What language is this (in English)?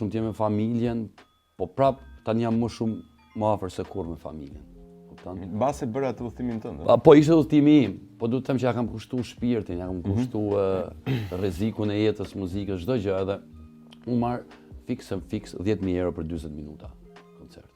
Albanian